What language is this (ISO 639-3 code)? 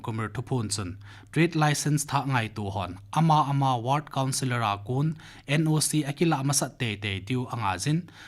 tcz